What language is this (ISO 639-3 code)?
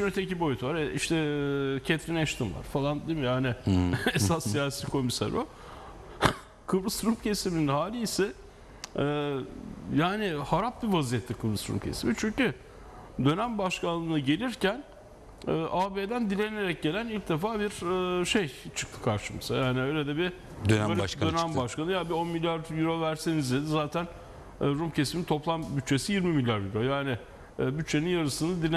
tur